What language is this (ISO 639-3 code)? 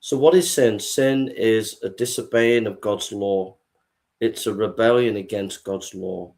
eng